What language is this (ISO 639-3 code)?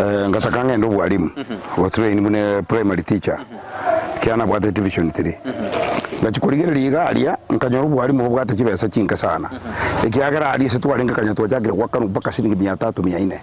guz